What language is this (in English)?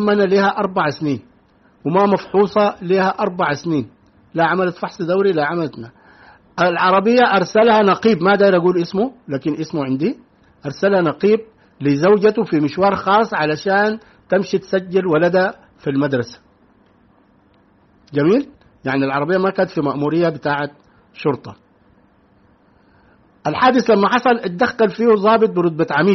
Sudanese Arabic